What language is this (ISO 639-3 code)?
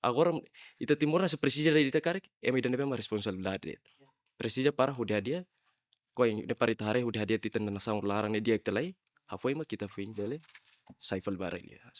tet